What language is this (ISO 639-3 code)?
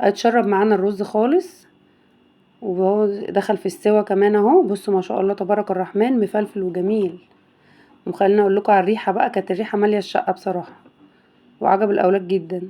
arz